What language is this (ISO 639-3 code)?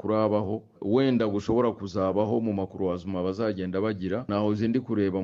run